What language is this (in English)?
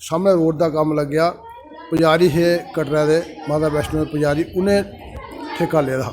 Dogri